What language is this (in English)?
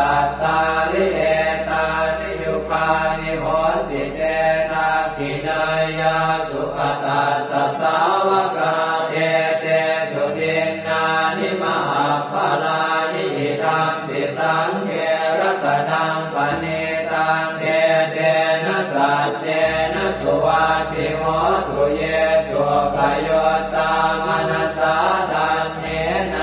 Pali